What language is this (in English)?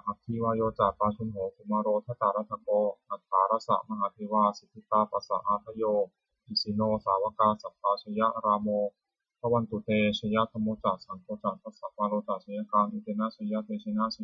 Pali